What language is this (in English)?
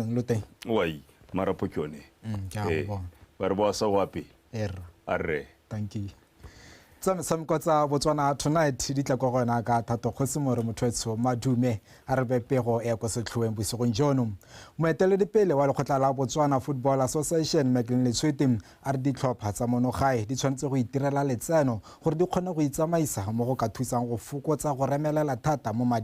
Tswana